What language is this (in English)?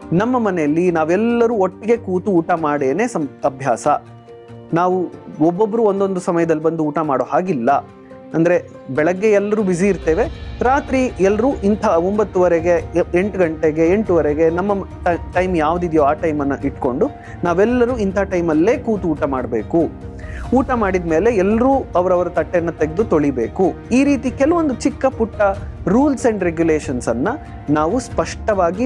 Kannada